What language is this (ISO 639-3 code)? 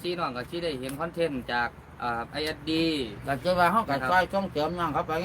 tts